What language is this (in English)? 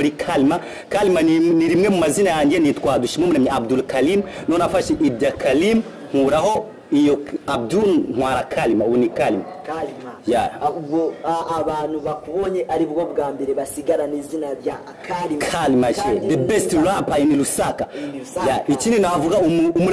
Kinyarwanda